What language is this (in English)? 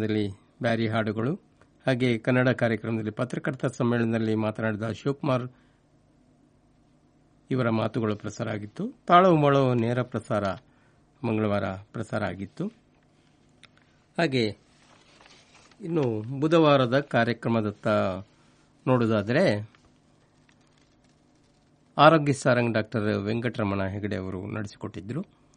Kannada